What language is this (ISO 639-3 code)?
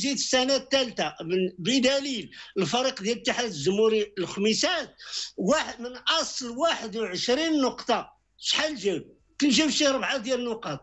ary